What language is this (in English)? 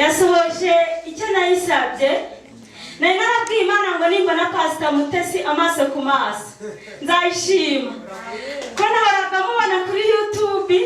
Kinyarwanda